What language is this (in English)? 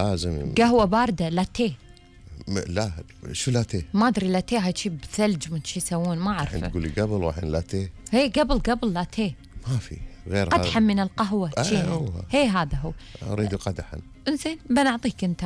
Gulf Arabic